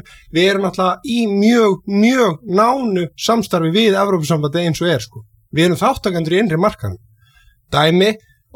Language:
Icelandic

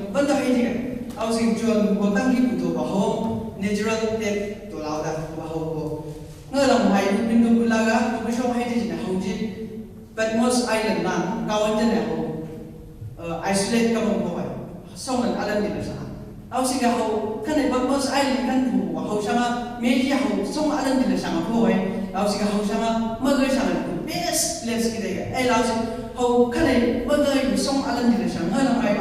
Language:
Chang Naga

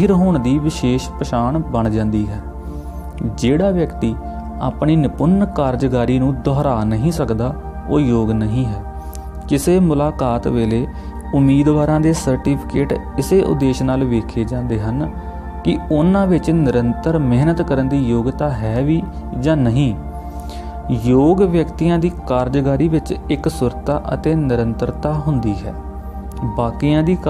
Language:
Punjabi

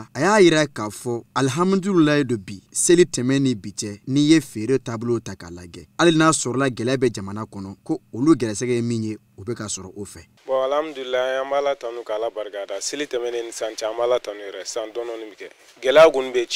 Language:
Bambara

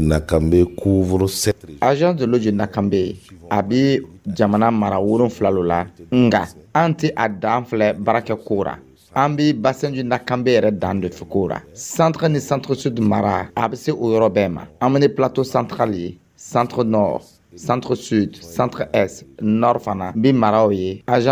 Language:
Dyula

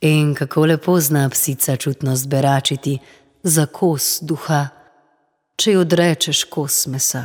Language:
Slovenian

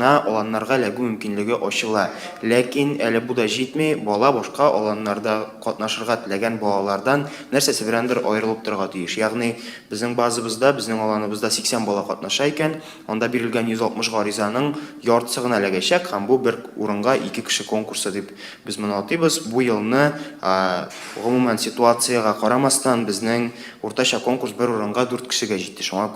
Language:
Tatar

